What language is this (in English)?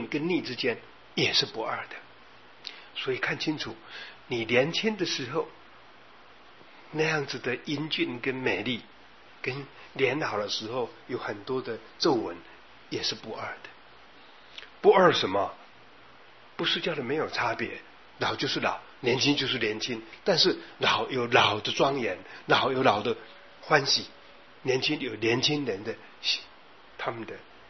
Chinese